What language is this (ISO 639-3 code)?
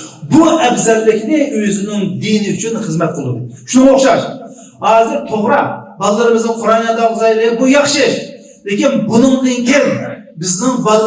uig